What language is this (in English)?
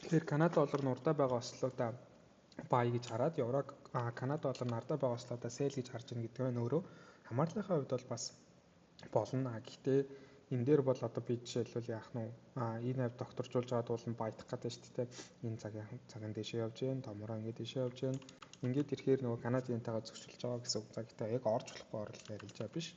Mongolian